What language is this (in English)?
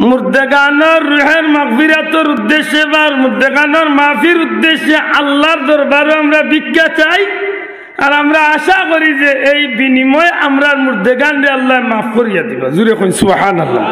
Sylheti